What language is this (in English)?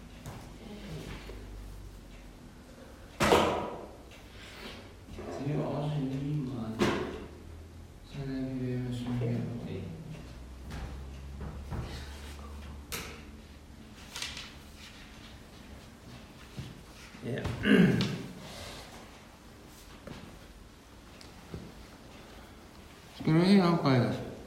Danish